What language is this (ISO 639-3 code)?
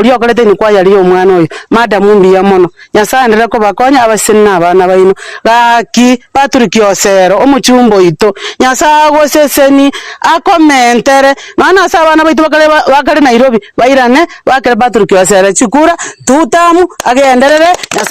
guz